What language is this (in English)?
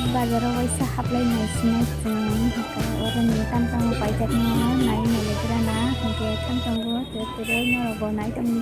Kok Borok